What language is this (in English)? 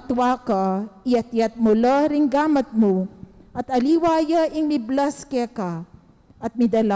Pampanga